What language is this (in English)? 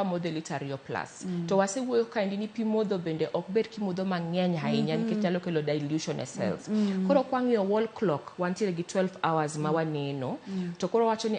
Luo (Kenya and Tanzania)